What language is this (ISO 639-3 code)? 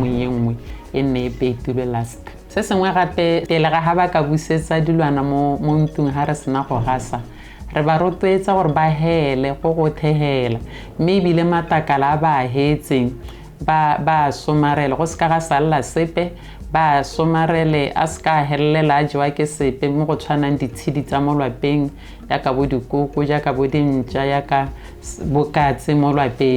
tsn